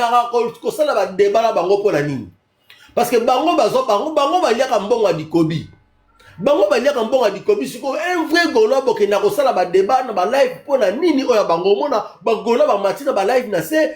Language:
Lingala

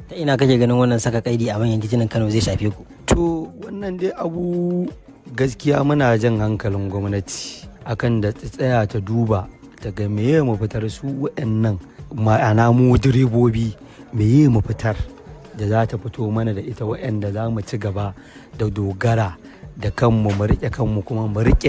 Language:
Hausa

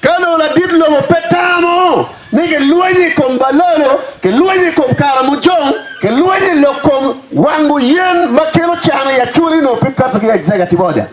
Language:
Acoli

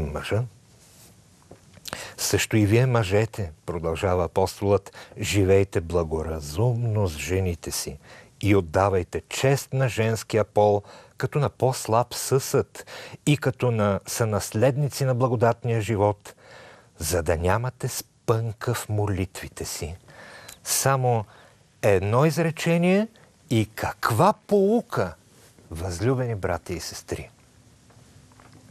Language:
Bulgarian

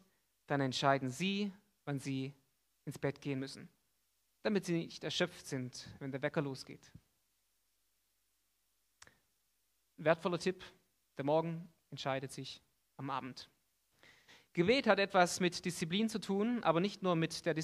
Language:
German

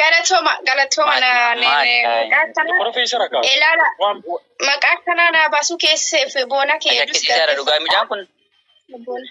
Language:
Oromo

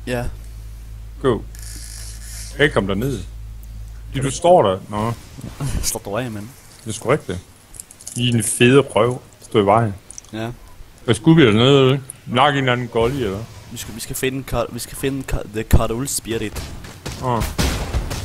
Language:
Danish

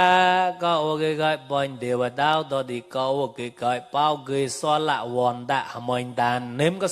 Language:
Mon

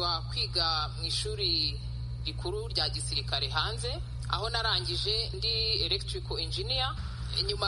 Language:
Kinyarwanda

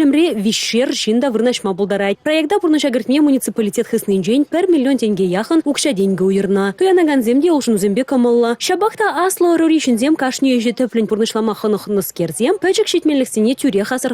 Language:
Chuvash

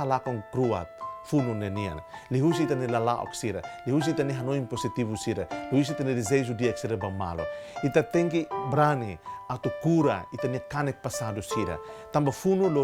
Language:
Tetum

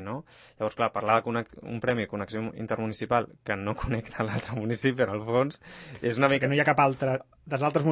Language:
Catalan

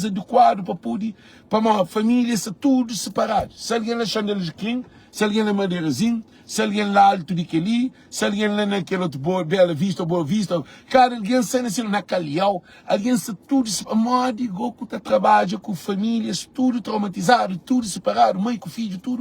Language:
Kabuverdianu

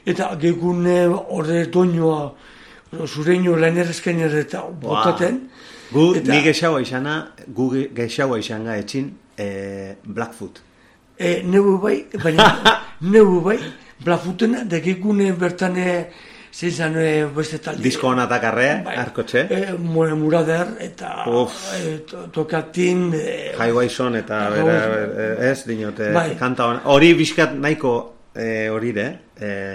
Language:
Basque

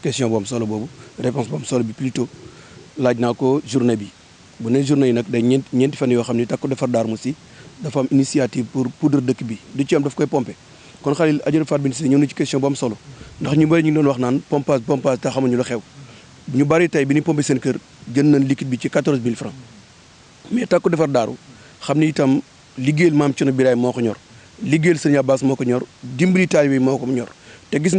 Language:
Wolof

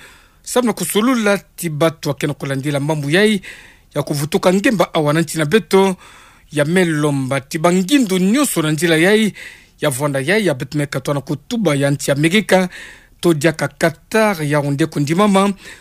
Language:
Kituba (Democratic Republic of Congo)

